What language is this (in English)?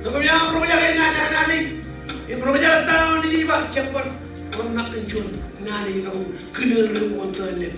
Marshallese